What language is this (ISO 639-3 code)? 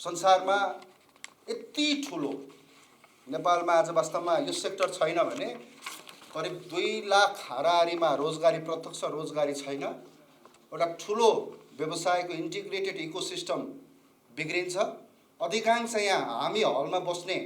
nep